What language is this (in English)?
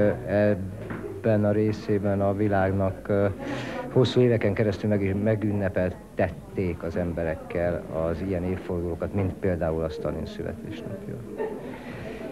Hungarian